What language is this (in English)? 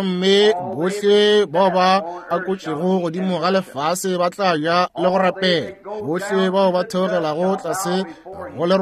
Northern Sotho